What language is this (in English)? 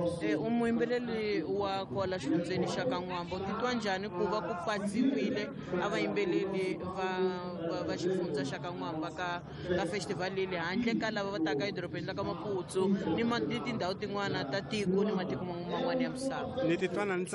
Tsonga